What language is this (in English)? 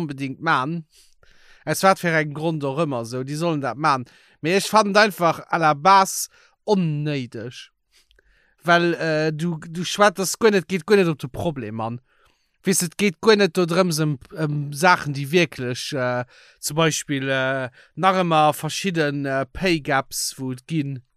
Luxembourgish